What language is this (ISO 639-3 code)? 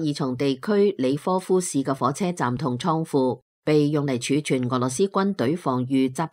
yue